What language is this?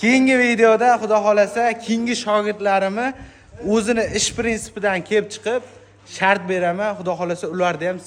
Uzbek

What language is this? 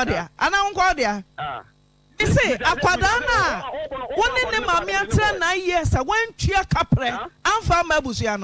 Akan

